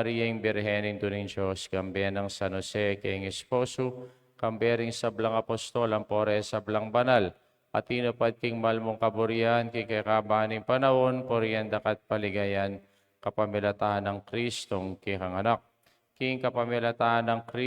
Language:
Pampanga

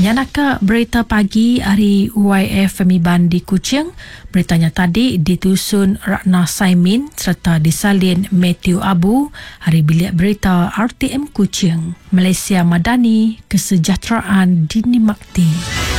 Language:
Iban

